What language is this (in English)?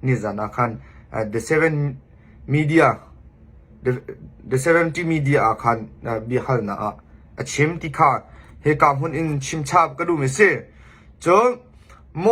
Hakha Chin